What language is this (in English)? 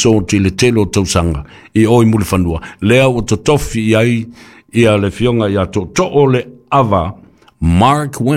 Samoan